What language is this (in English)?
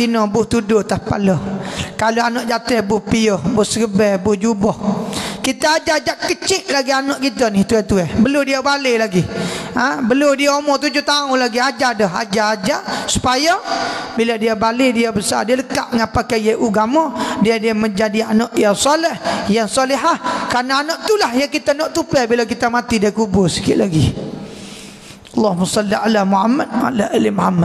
Malay